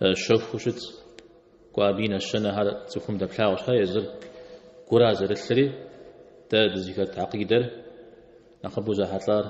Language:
Kabardian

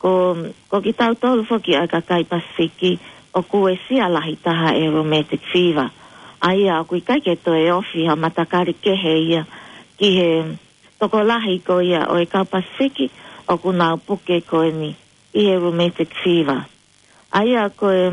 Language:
Tongan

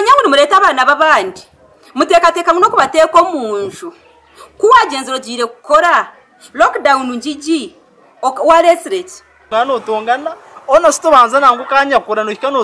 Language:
Nyankole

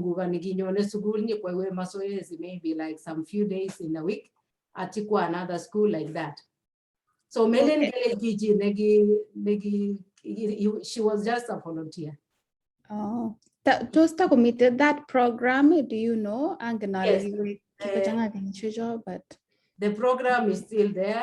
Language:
Kalenjin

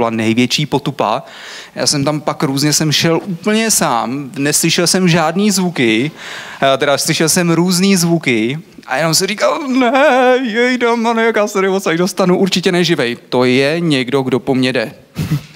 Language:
Czech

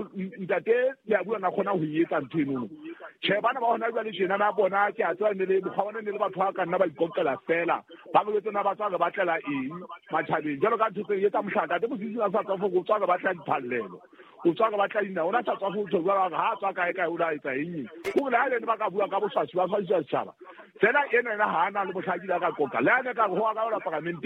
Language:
Southern Sotho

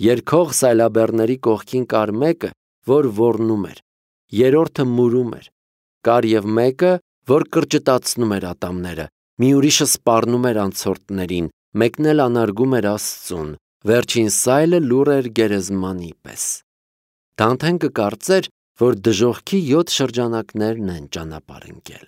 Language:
Armenian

